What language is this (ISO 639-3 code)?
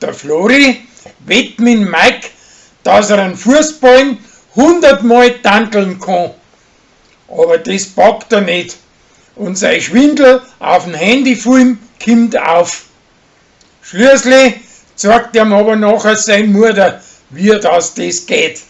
bar